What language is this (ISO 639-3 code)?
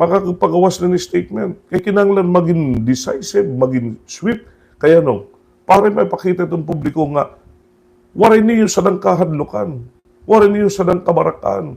war